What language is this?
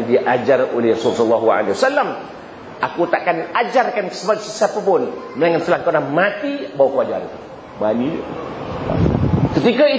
Malay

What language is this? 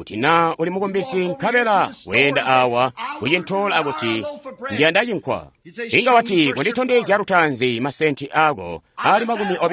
Tonga (Zambia)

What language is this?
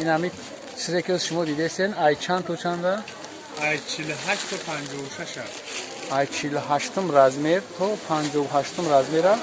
Tajik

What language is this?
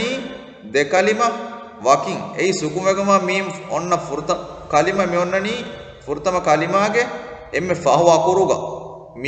Divehi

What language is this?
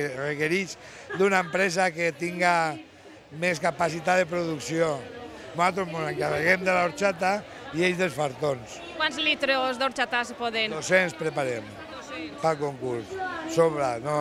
Catalan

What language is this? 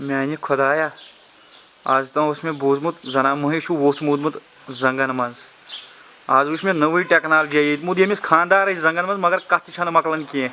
Kashmiri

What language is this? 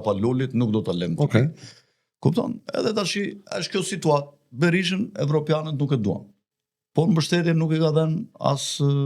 Albanian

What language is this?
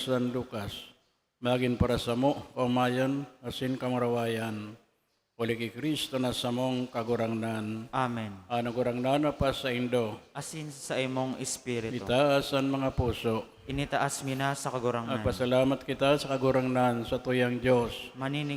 Bikol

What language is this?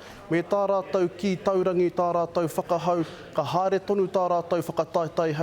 Māori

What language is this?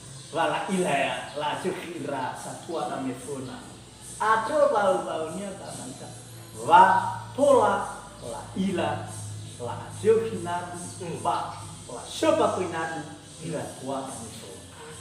Nias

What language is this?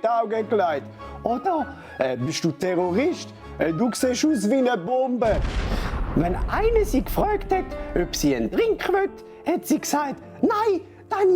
Swiss German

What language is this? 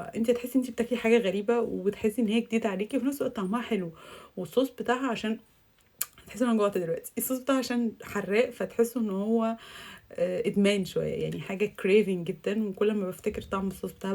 Egyptian Arabic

